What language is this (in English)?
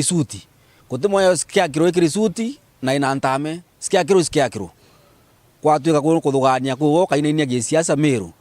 Meru